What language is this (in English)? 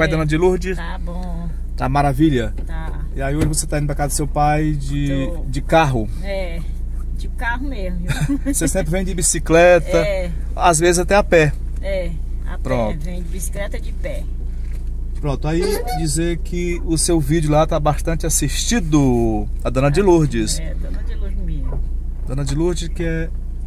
Portuguese